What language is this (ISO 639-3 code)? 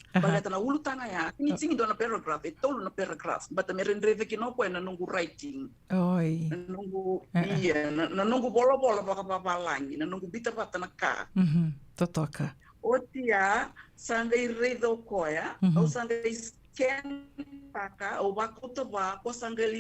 fij